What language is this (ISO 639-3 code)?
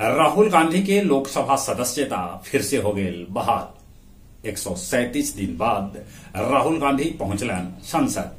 mag